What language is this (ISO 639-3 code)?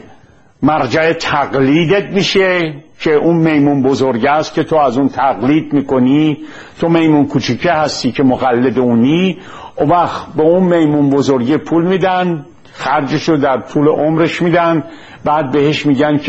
fas